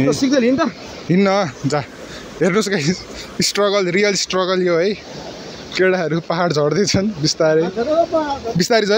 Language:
Nepali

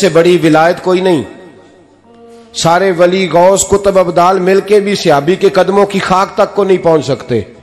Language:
Urdu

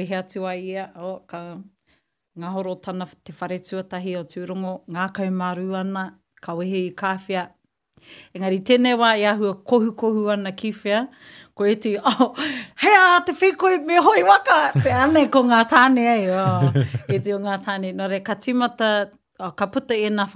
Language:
Māori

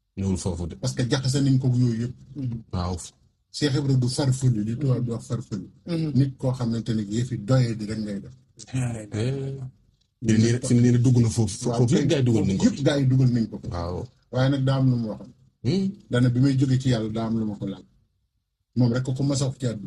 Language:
Wolof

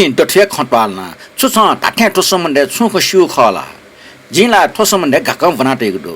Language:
Newari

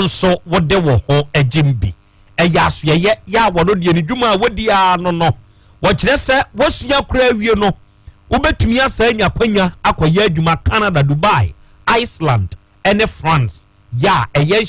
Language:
Akan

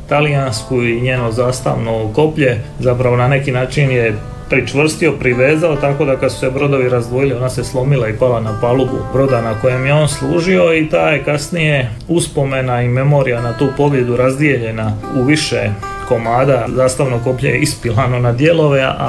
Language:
Croatian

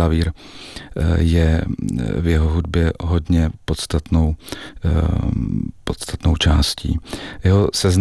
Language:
Czech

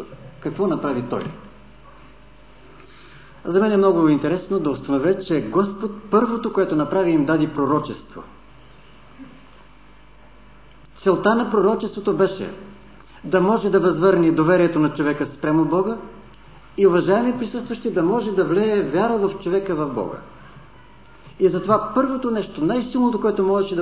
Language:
Bulgarian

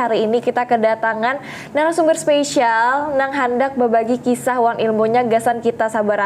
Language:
Banjar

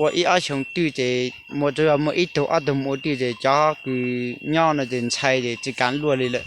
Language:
Hmong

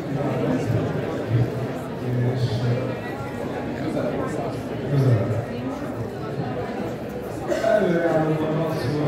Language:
Hungarian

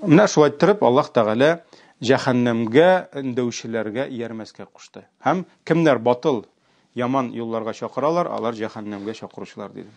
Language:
Tatar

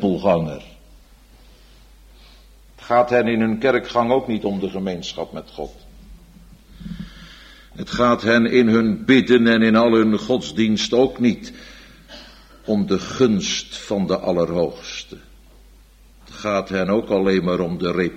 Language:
Dutch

